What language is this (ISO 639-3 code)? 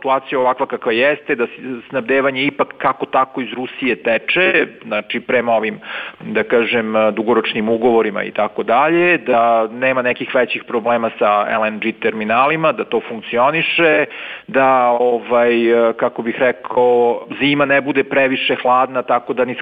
srp